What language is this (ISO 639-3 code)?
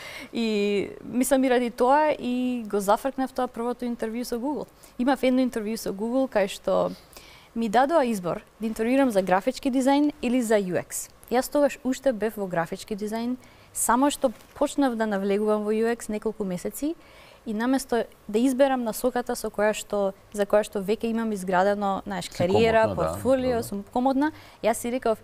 mkd